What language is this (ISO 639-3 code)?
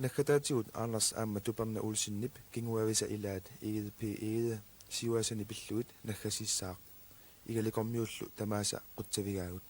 kal